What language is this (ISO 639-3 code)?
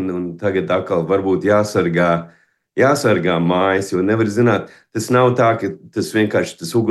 lav